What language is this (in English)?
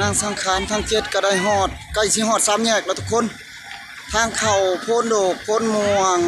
Northeastern Thai